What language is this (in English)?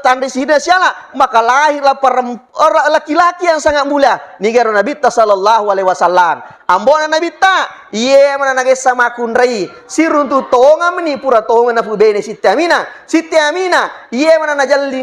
Buginese